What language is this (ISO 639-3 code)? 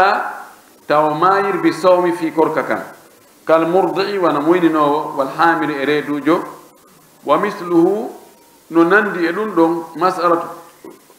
fuf